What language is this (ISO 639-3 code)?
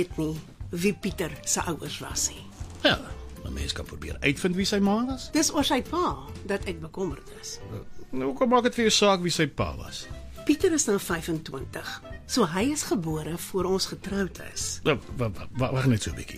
afr